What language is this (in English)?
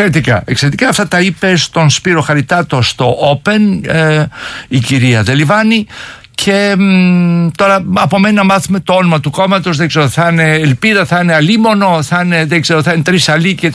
Greek